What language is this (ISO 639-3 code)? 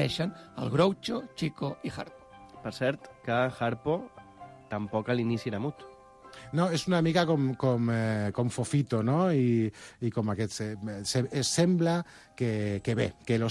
cat